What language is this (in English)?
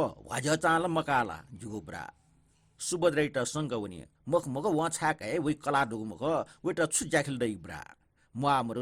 Newari